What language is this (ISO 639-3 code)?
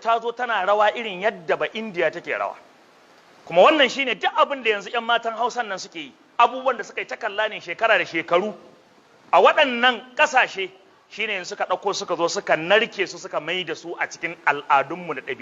hau